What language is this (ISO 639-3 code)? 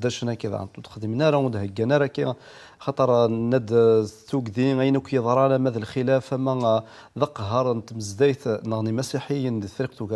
kab